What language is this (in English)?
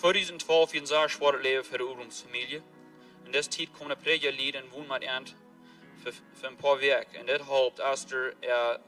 Plautdietsch